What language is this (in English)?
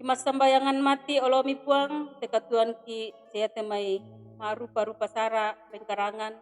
Toraja-Sa'dan